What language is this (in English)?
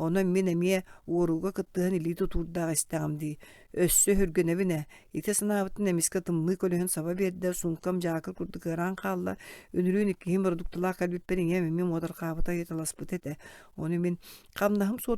Yakut